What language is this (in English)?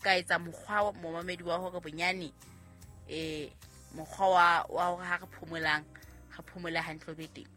Southern Sotho